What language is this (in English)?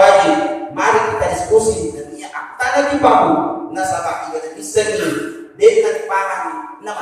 Buginese